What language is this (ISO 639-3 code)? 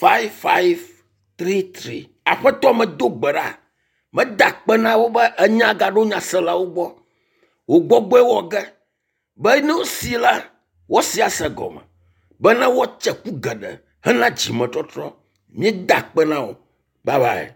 ewe